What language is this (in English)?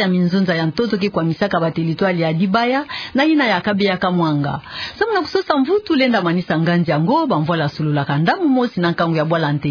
Kituba (Democratic Republic of Congo)